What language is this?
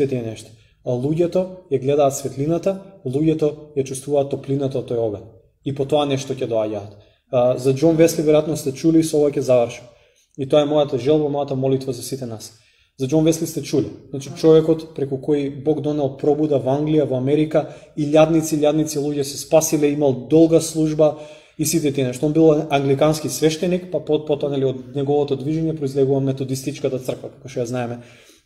Macedonian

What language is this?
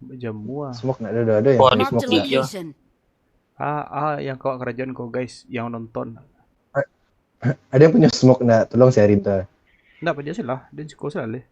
Minangkabau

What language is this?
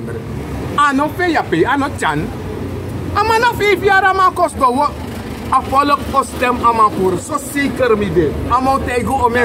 Sranan Tongo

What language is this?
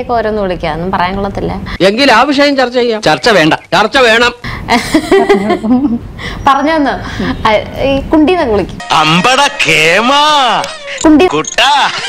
Malayalam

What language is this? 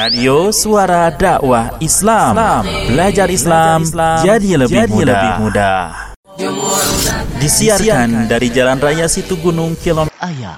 Indonesian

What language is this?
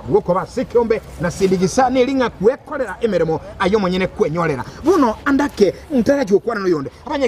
Gusii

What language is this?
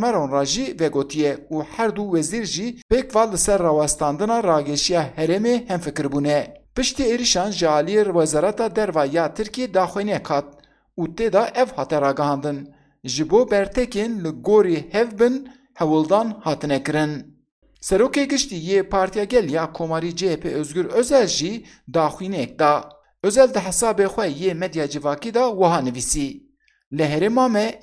Kurdish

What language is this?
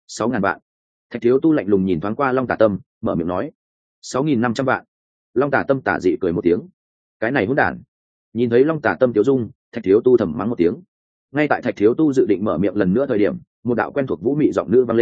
Vietnamese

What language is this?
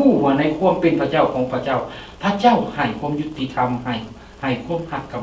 Lao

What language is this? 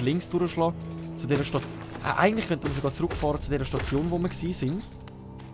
Swiss German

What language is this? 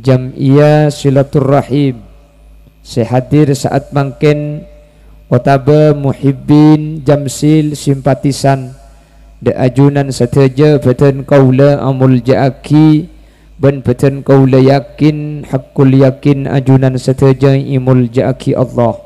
Madurese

